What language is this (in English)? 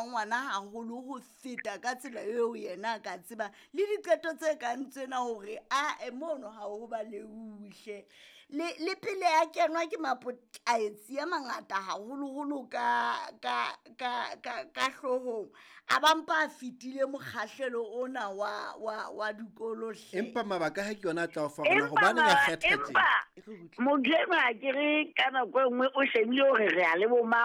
Southern Sotho